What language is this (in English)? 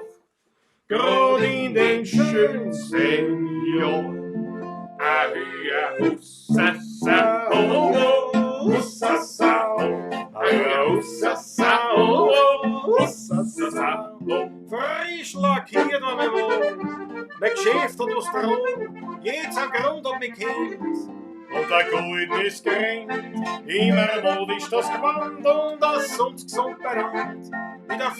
Bavarian